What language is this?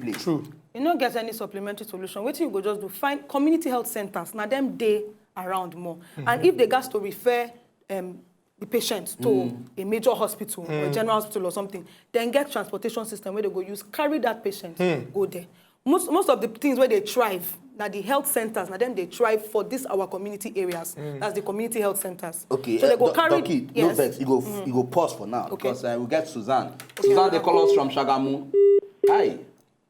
Nigerian Pidgin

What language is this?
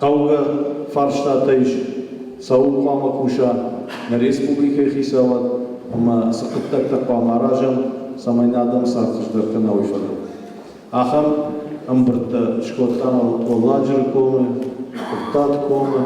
Ossetic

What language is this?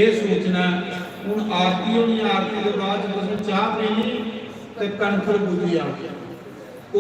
Dogri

